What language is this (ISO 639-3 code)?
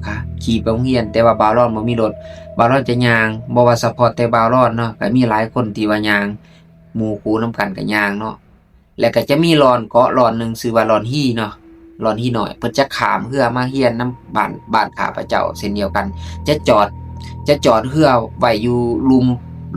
lao